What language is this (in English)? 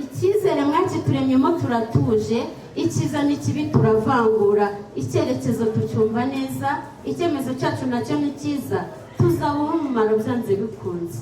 Kinyarwanda